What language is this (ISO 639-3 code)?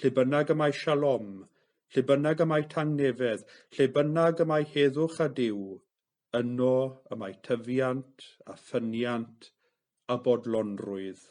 cym